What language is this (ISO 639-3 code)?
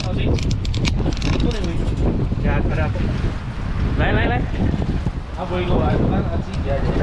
msa